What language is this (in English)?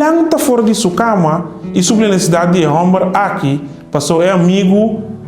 Papiamento